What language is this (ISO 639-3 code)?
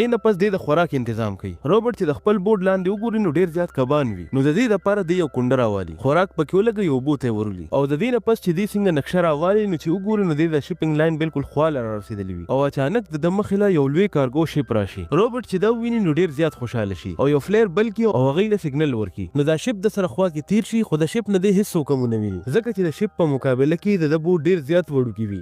pus